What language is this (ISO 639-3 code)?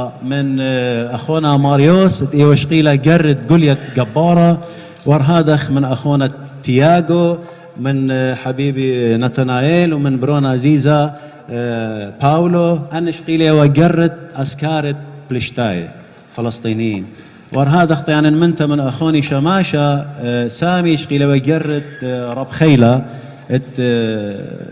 aii